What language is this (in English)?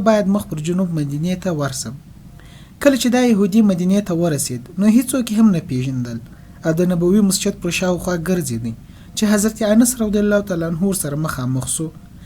Pashto